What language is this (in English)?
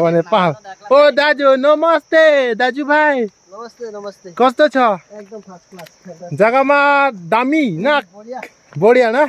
Karbi